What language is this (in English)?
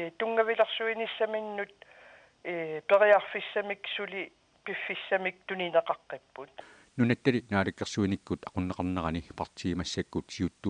Kalaallisut